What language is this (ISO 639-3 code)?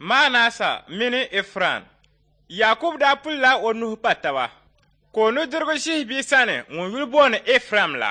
dag